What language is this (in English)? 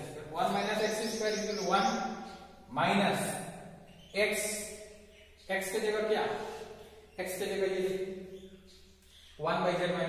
Hindi